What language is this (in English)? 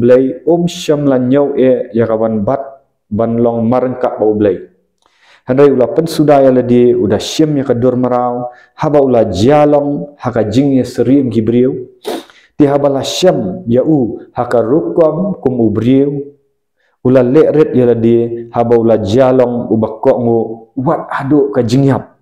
Khasi